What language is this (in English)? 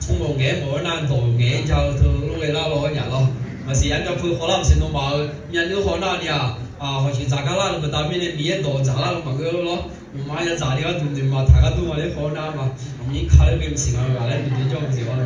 Akha